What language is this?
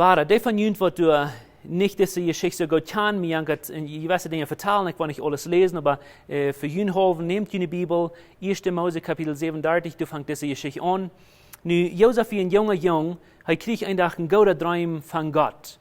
Plautdietsch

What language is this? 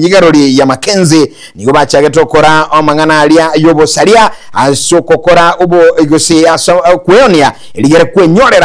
Gusii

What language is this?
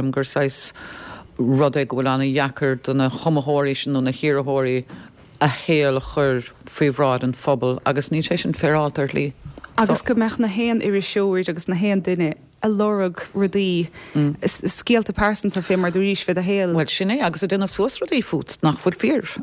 Irish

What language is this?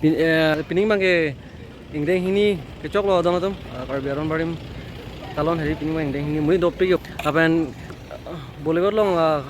Karbi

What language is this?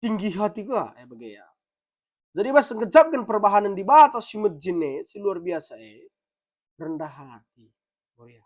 Batak Karo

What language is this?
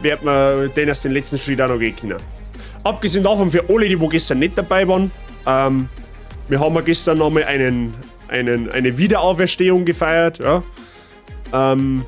Bavarian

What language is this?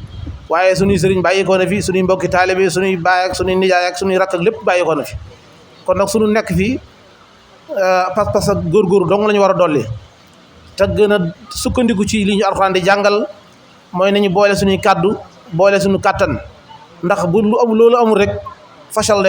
Wolof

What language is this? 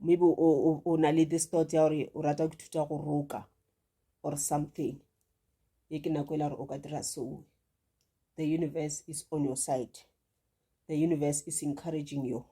Northern Sotho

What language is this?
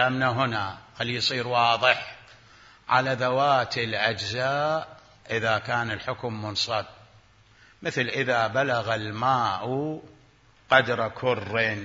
Mesopotamian Arabic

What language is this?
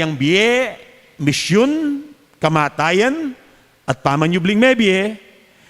Pampanga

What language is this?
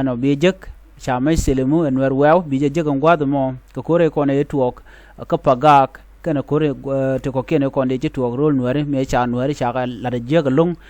Nuer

